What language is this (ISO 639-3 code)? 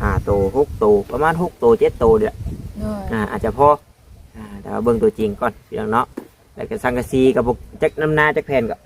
tts